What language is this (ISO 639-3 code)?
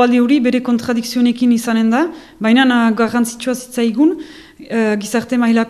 eus